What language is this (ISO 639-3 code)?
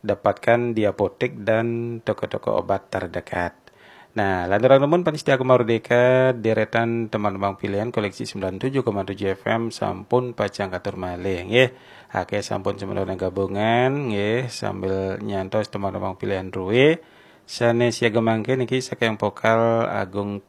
ban